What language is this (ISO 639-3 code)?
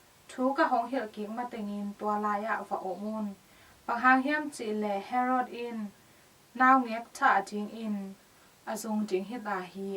ctd